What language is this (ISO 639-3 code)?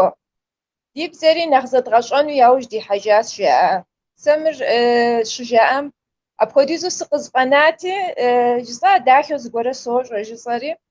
kbd